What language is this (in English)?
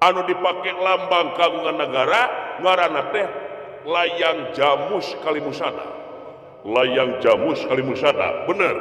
Sundanese